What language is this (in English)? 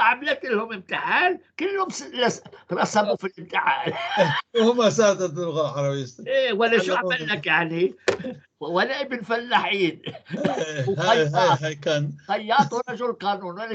North Levantine Arabic